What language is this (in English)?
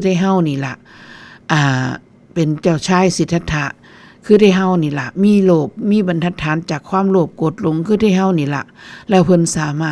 Northeastern Thai